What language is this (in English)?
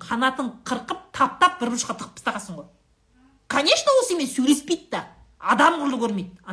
Kazakh